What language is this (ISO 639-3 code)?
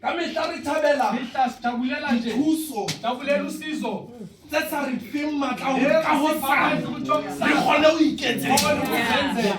sot